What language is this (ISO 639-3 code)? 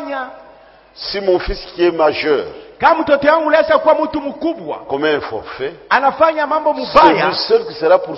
swa